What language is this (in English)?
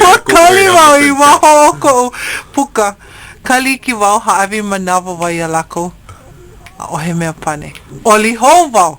Hawaiian